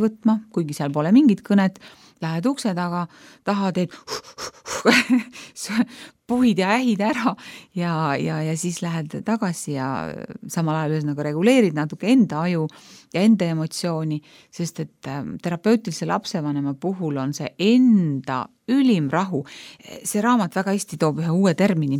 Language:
Estonian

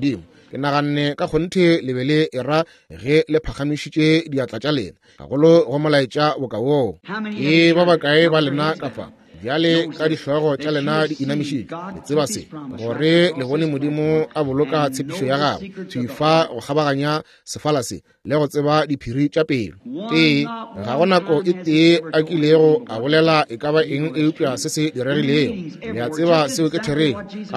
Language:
Northern Sotho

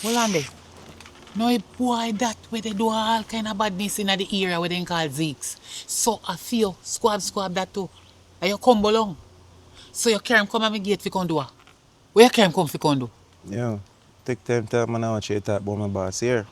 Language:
Jamaican Creole English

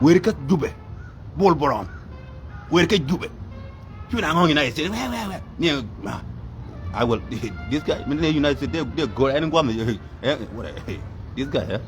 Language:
Nuer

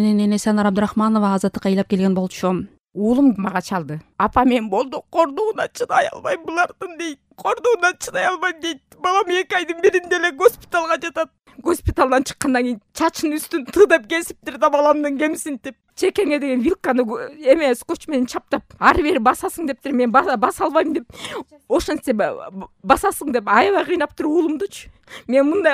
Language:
Kyrgyz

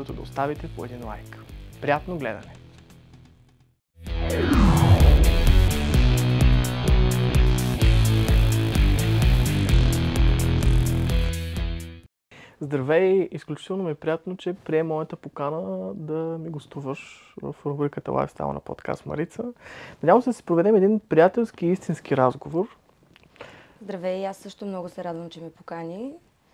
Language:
Bulgarian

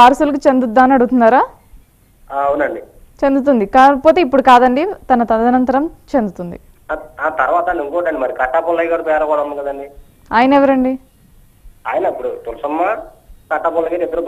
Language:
Telugu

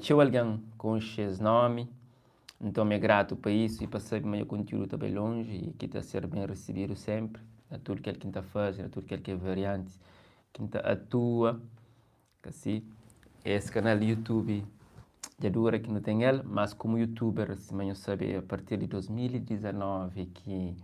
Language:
Kabuverdianu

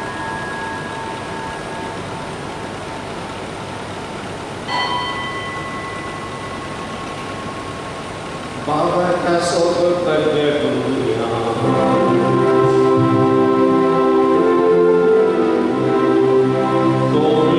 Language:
Konkani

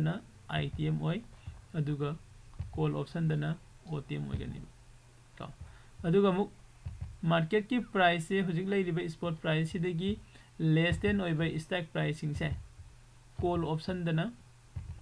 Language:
Manipuri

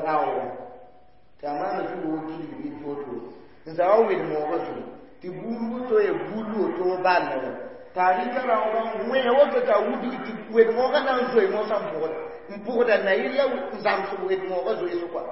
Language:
Mossi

